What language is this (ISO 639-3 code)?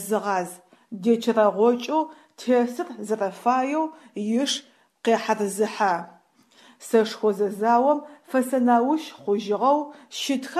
ady